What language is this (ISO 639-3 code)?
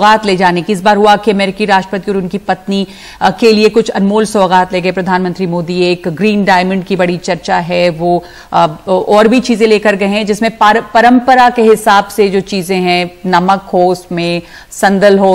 hin